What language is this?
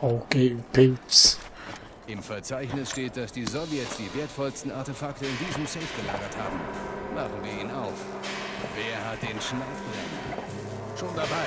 Swiss German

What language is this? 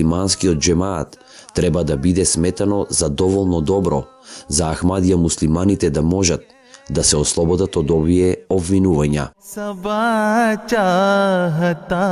Macedonian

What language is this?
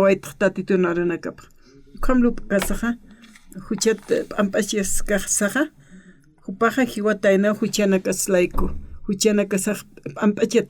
Aymara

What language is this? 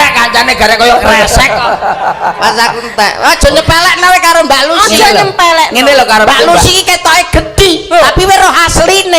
Javanese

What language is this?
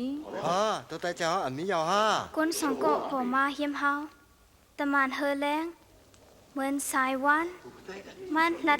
Shan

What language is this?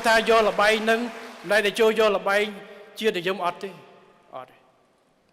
Khmer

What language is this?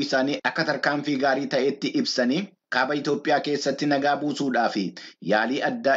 Oromo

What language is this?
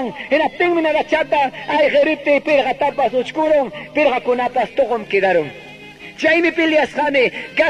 Quechua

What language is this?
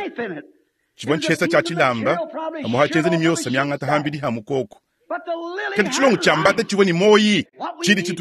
Luba-Lulua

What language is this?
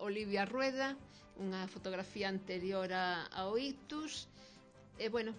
Galician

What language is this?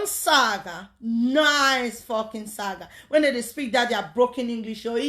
Nigerian Pidgin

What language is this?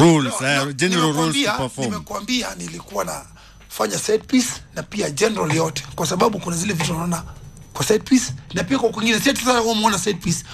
Swahili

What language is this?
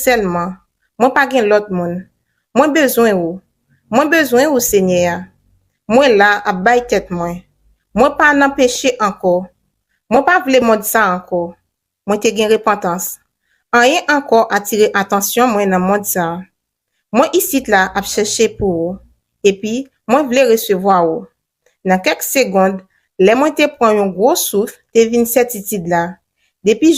Haitian Creole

